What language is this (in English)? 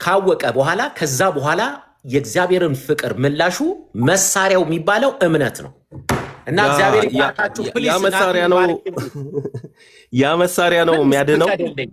Amharic